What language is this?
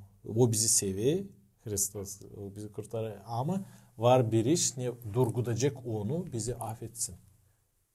Gagauz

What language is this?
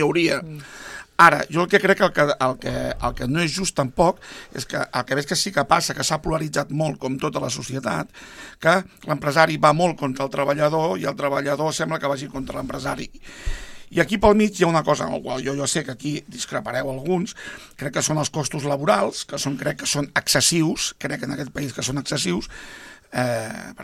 Catalan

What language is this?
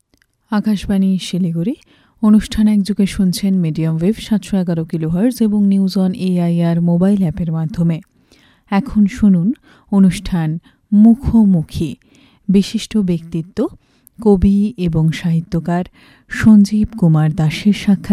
Bangla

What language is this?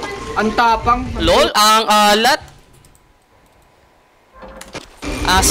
Filipino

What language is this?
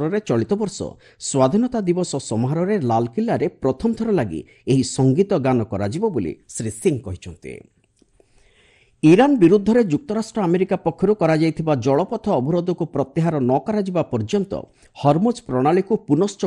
Odia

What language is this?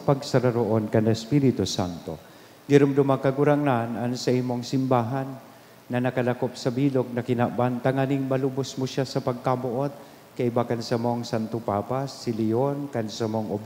Bikol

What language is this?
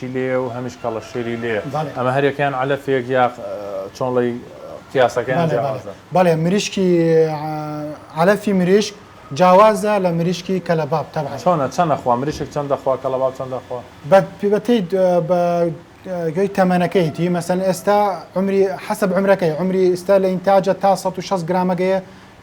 Central Kurdish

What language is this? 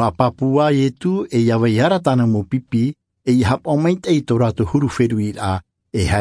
Tahitian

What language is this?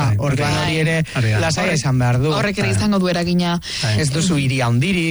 Basque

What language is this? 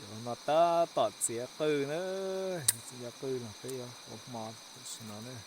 Hmong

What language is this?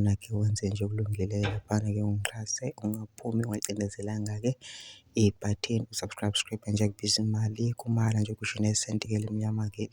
Zulu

